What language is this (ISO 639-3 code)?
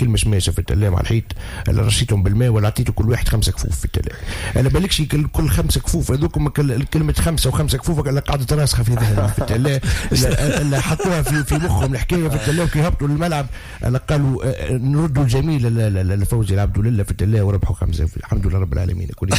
aeb